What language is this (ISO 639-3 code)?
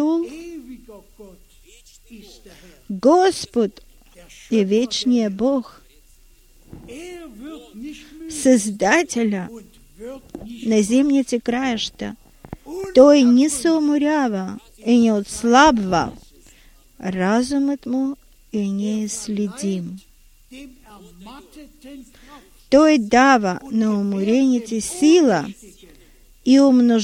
bul